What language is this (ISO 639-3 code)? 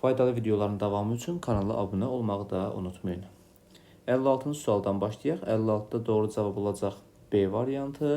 aze